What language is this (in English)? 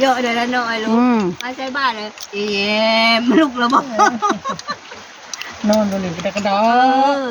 Northeastern Thai